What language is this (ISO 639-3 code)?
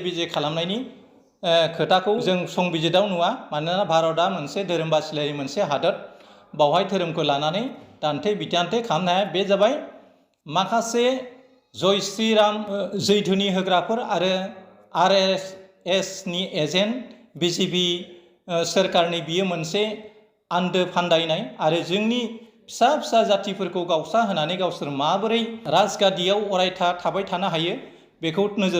brx